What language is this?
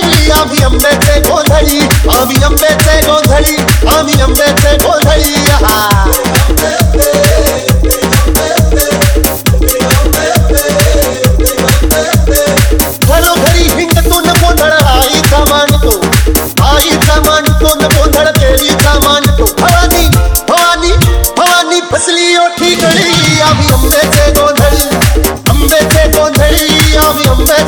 Marathi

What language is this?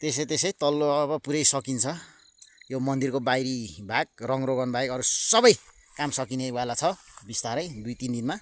Nepali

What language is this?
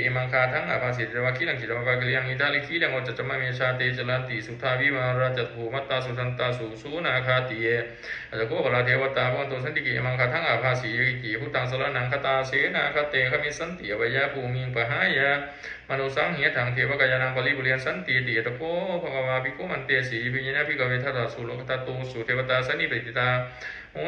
Pali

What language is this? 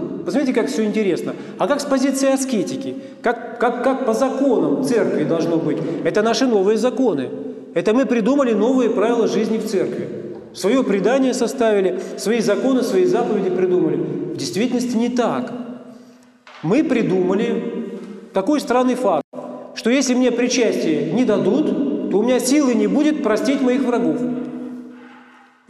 Russian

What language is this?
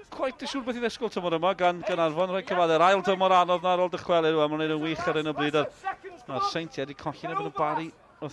Welsh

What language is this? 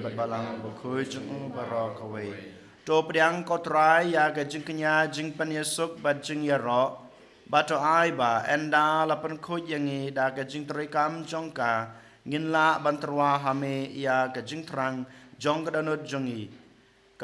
Khasi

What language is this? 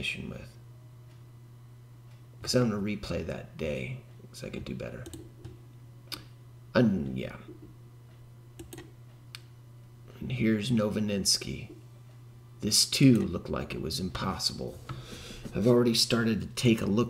English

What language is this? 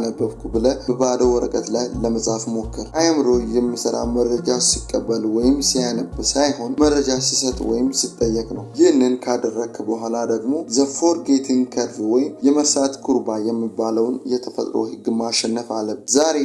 Amharic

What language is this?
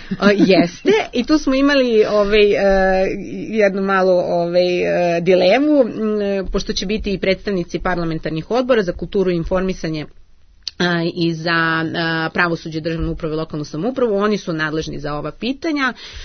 Serbian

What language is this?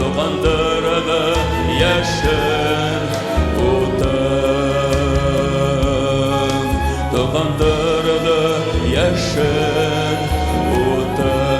Bashkir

